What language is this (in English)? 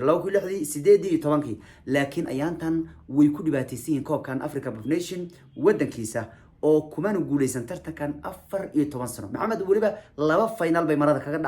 Somali